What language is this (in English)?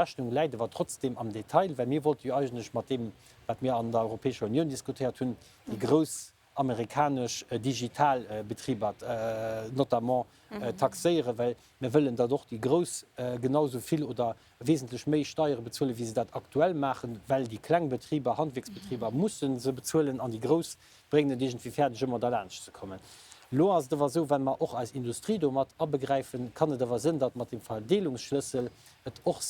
Luxembourgish